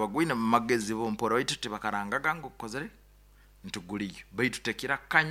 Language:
Nyoro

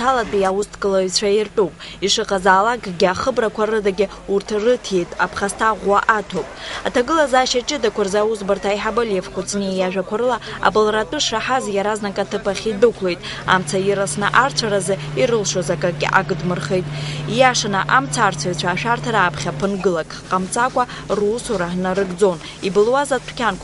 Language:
Abkhazian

